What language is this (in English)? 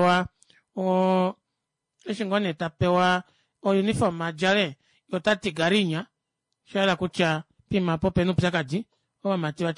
Kuanyama